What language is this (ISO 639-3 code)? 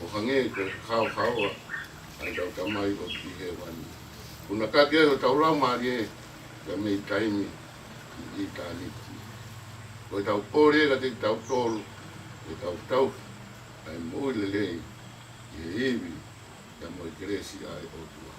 ton